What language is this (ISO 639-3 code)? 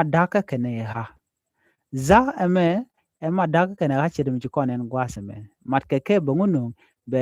nus